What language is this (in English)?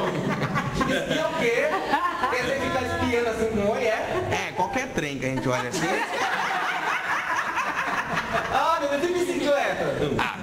Portuguese